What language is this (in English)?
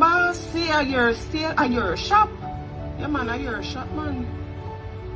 Jamaican Creole English